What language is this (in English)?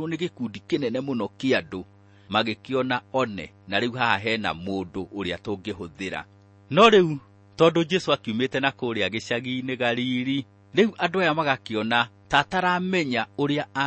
Kikuyu